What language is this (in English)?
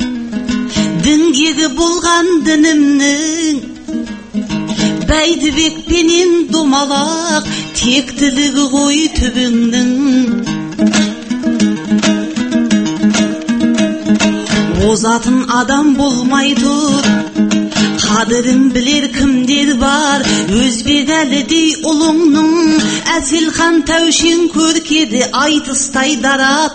Kazakh